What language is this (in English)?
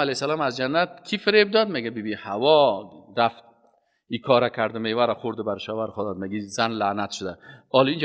Persian